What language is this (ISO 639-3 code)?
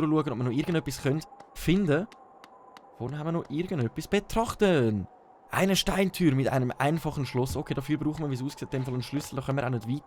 gsw